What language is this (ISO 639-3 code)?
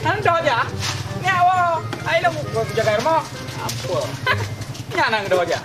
ace